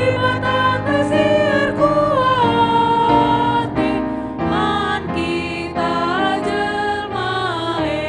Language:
Batak Karo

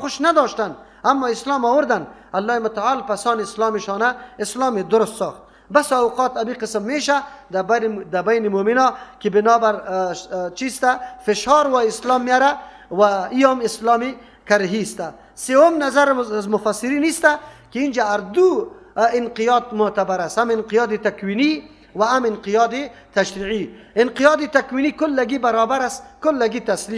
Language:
Persian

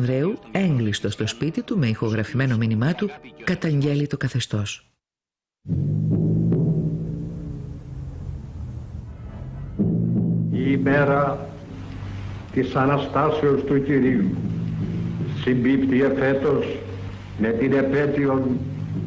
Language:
Greek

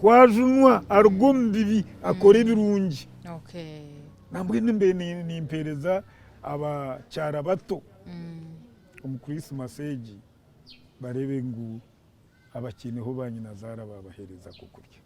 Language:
Nyankole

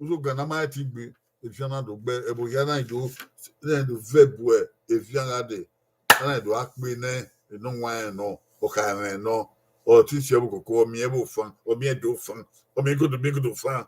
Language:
Bini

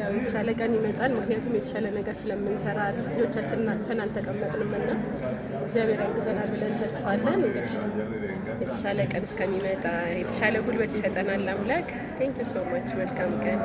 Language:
Amharic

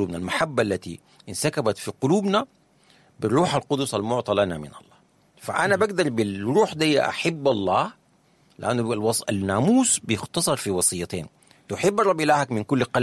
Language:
Sudanese Arabic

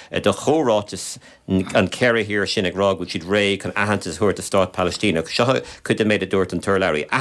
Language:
Irish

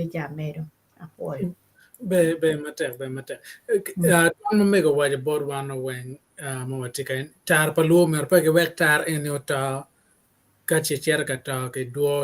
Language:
Acoli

